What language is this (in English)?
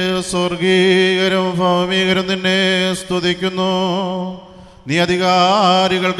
Malayalam